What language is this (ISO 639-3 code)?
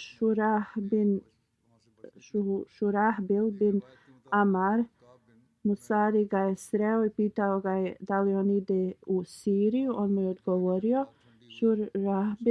bos